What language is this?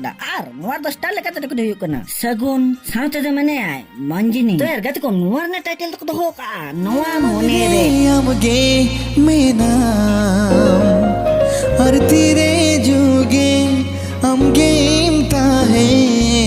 Santali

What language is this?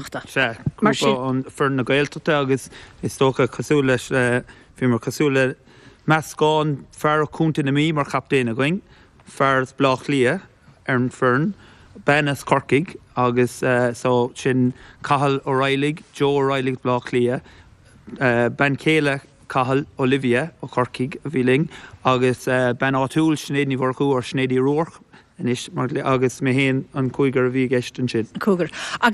Irish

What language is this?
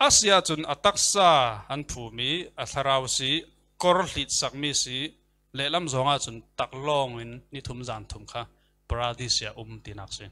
Falam Chin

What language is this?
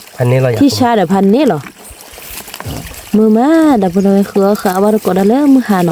S'gaw Karen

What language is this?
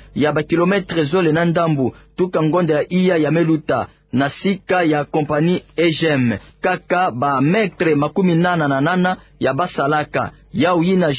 Kituba (Democratic Republic of Congo)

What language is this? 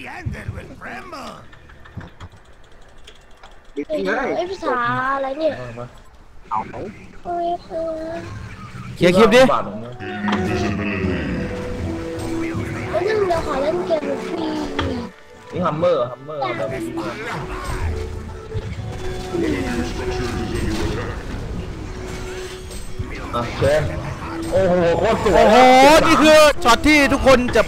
Thai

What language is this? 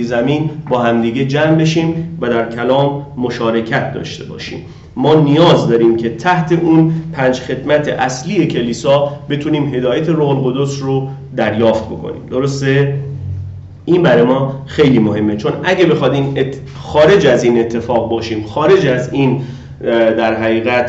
Persian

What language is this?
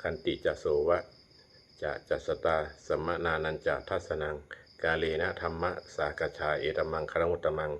Pali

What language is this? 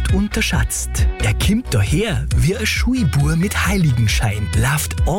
German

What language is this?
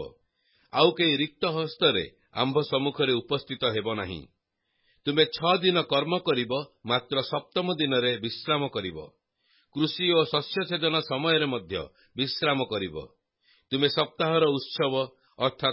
Odia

